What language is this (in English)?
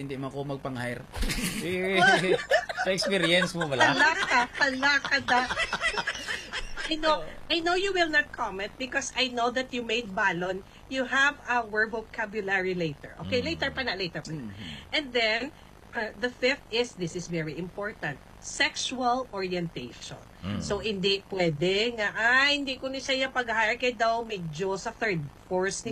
Hiligaynon